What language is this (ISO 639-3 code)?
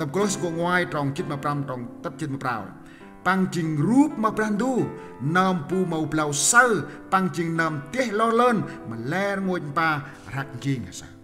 cmo